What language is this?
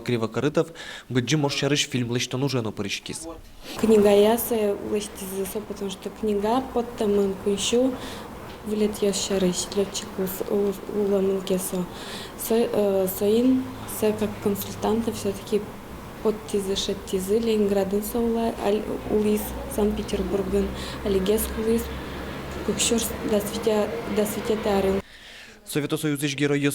Udmurt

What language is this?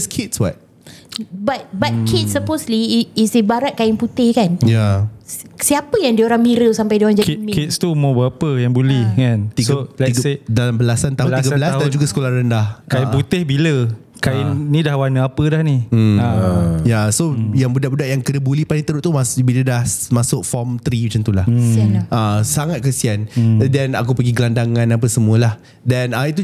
Malay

